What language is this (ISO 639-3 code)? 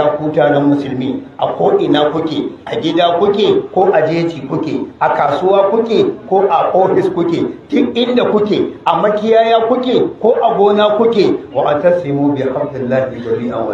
hau